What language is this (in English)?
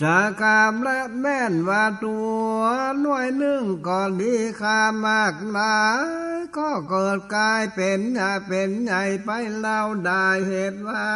Northern Thai